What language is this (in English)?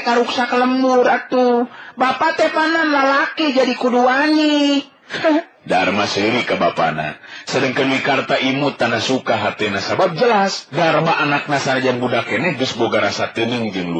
Sundanese